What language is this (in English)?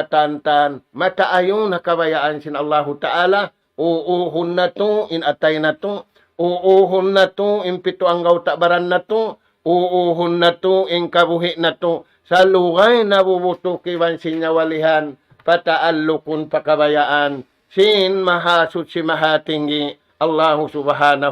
Tausug